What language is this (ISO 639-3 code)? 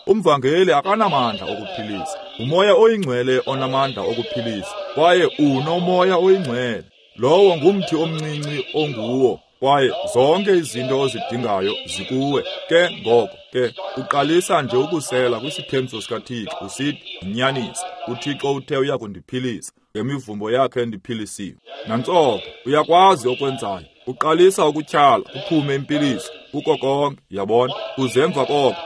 xho